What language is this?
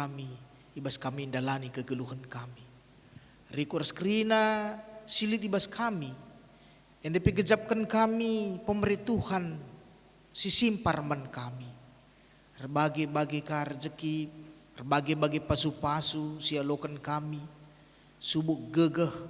Batak Karo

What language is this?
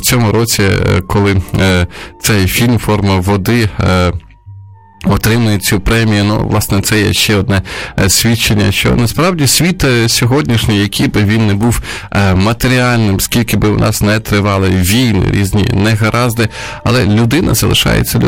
Ukrainian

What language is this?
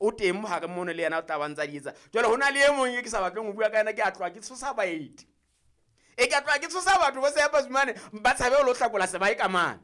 Southern Sotho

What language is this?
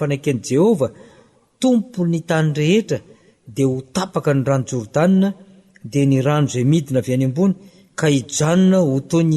Malagasy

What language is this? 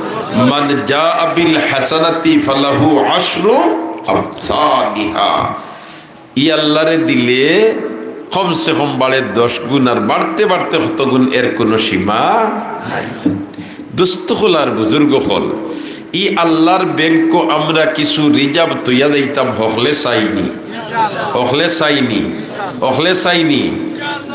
Sylheti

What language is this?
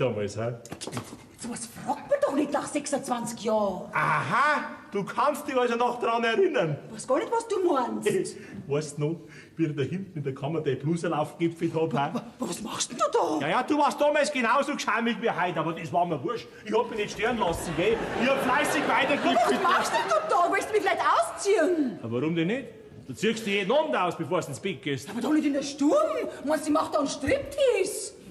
Bavarian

